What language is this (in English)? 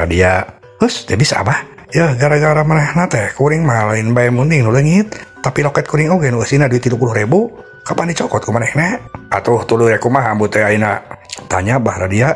Sundanese